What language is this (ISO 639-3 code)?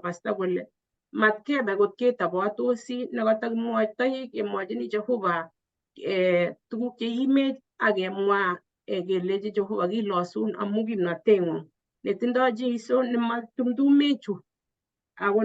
kln